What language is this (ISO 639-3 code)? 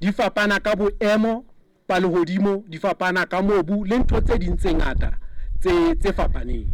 sot